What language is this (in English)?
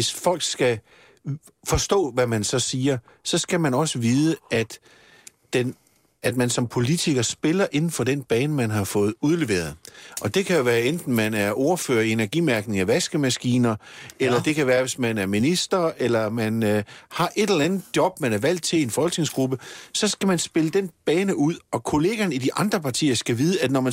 Danish